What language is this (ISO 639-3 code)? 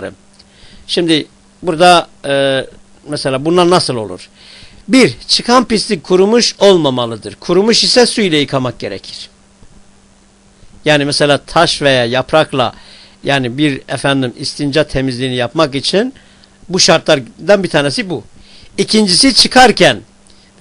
tur